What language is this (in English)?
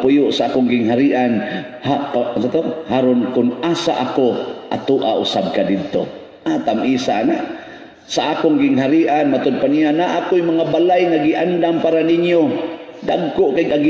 Cebuano